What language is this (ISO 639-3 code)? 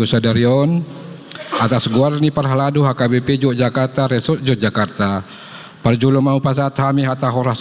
bbc